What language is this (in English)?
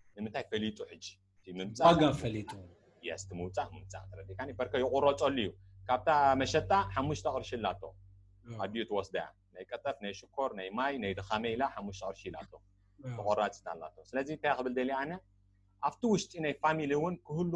Tigrinya